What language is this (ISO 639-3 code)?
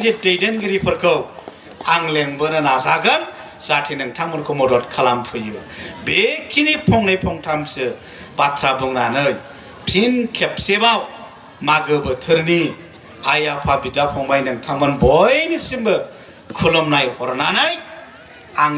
brx